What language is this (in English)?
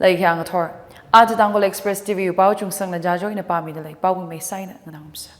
Tangkhul Naga (India)